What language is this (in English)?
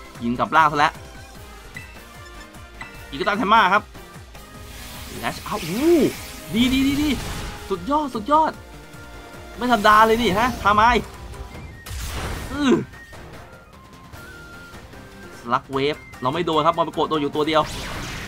Thai